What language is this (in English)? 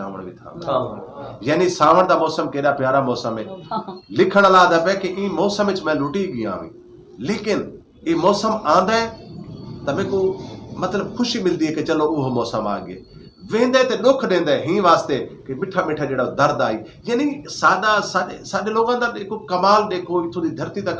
Saraiki